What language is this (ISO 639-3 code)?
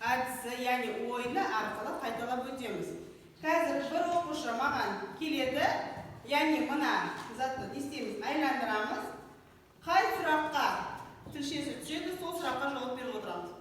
kaz